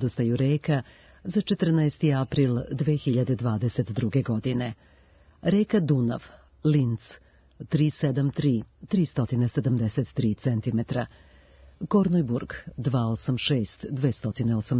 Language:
Serbian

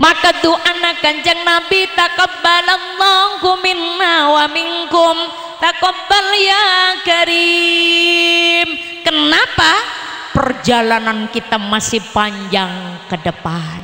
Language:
Madurese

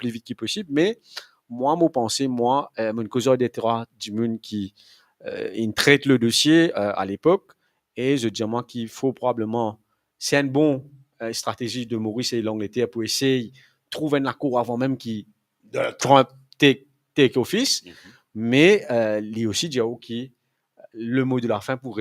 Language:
Morisyen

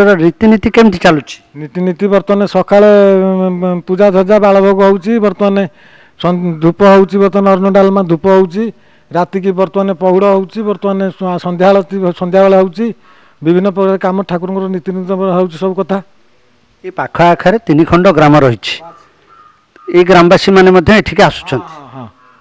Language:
Odia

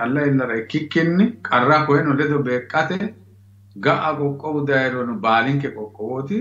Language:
Sidamo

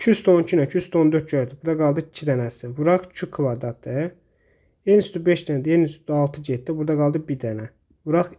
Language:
Azerbaijani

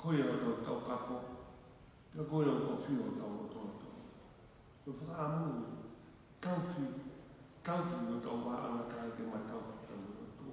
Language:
Tongan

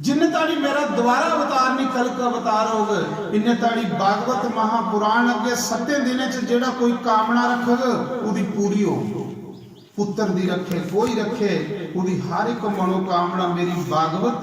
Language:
Dogri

